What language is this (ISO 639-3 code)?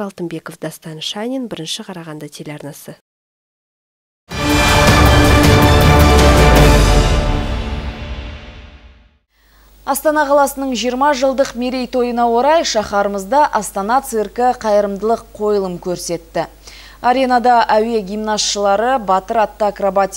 kaz